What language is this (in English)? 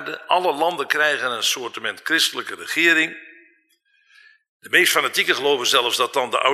Dutch